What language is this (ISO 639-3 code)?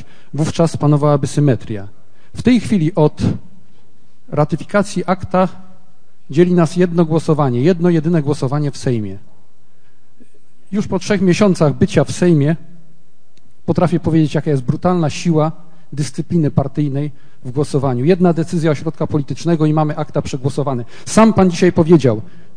pol